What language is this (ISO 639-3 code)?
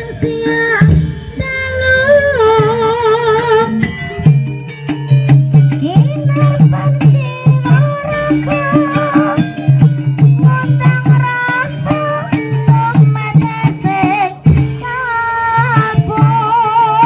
jav